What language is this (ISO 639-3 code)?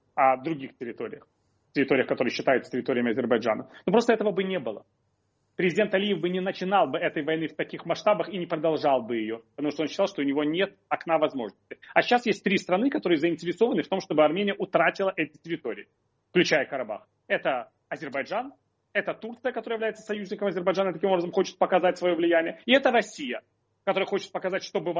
rus